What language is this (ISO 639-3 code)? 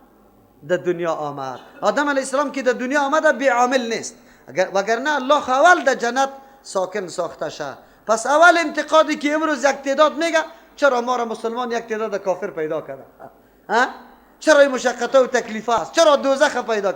fas